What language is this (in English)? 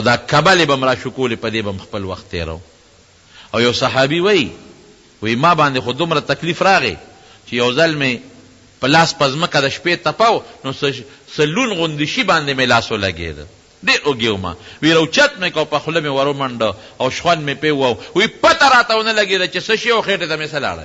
Pashto